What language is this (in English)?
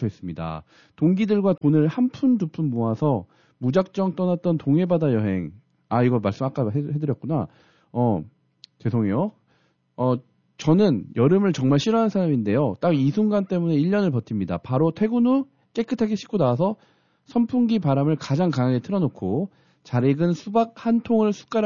Korean